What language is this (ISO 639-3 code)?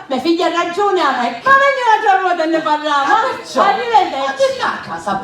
scn